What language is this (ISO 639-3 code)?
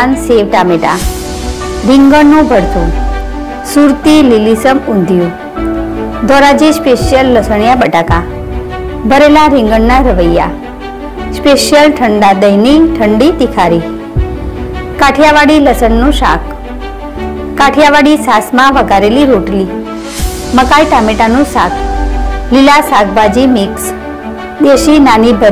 guj